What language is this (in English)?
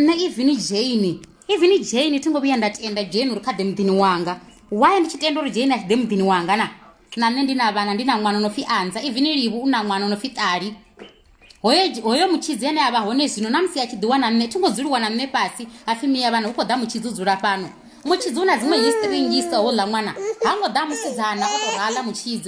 Venda